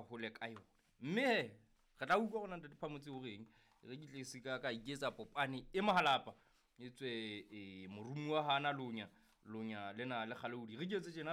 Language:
Southern Sotho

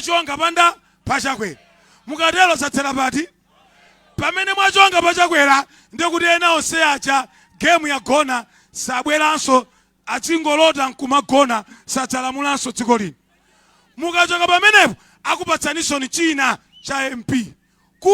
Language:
Nyanja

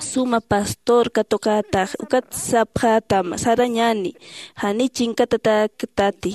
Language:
Aymara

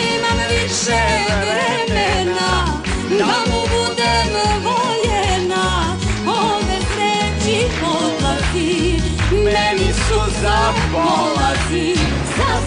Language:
Serbian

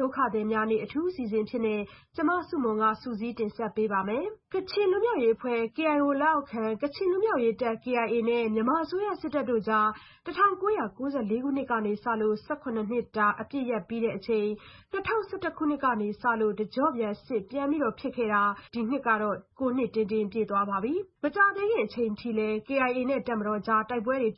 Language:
Burmese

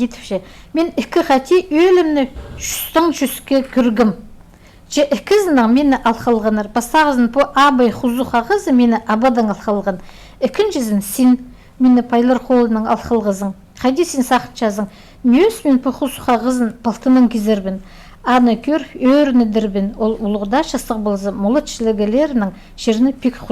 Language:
Khakas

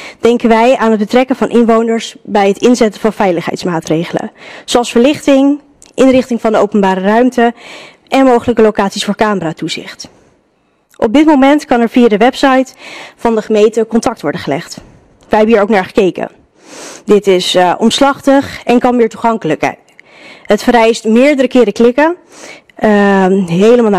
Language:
Dutch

